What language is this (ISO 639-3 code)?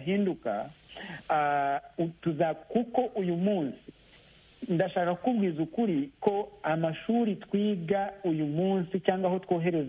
kin